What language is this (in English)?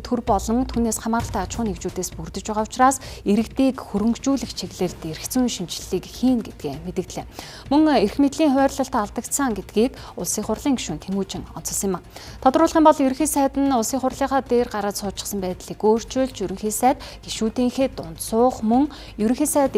Mongolian